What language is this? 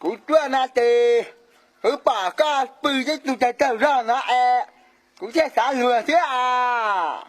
Hmong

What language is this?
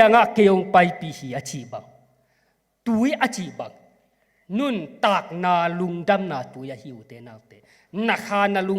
Tedim Chin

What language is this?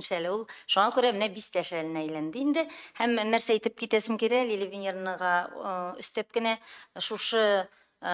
Tatar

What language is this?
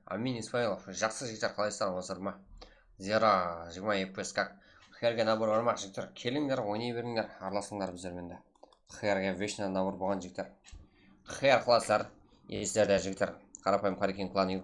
Kara-Kalpak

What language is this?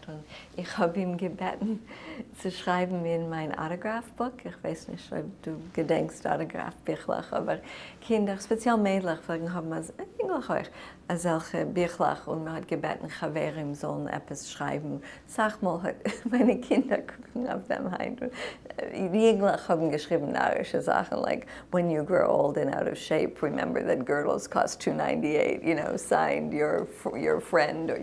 Yiddish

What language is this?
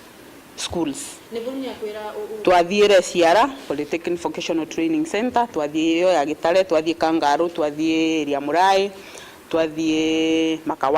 Meru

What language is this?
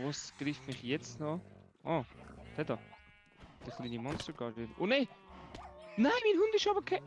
Swiss German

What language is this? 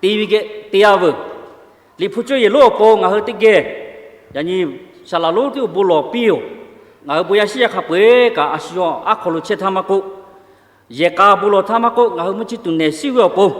Lahu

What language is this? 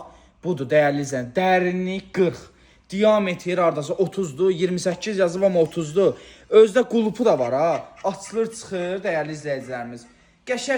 Azerbaijani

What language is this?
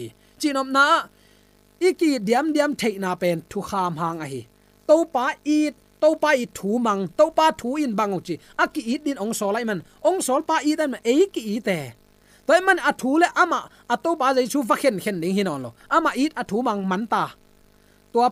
Tedim Chin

